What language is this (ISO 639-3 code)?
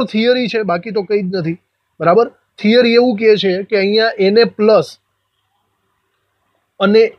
guj